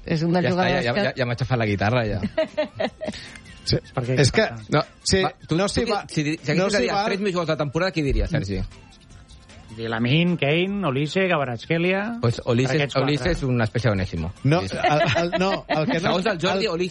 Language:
Catalan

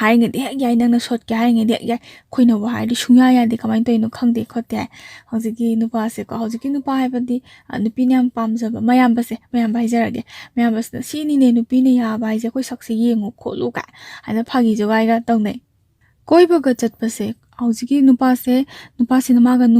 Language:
Manipuri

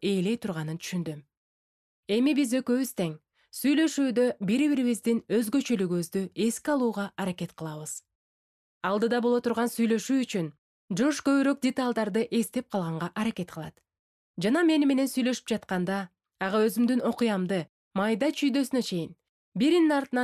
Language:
Kyrgyz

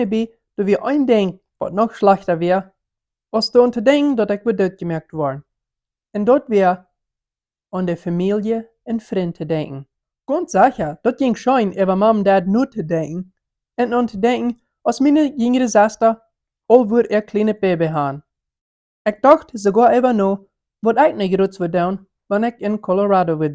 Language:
Plautdietsch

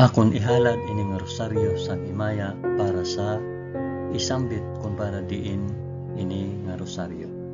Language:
Hiligaynon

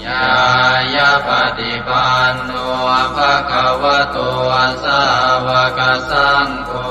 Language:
Pali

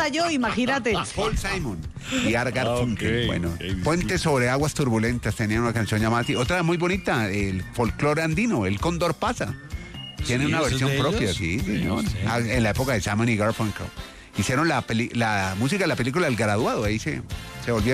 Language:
Spanish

